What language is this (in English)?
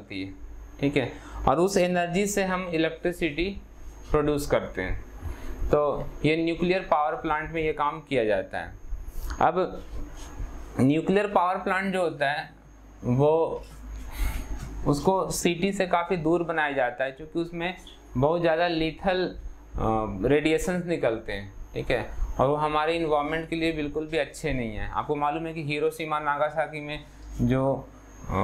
Hindi